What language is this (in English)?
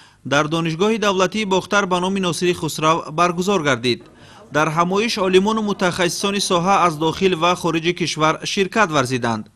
Tajik